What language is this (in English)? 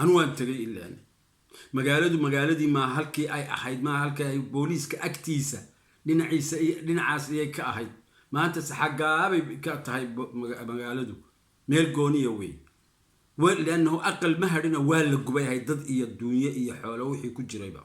Somali